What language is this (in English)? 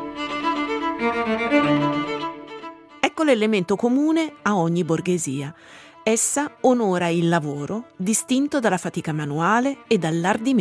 Italian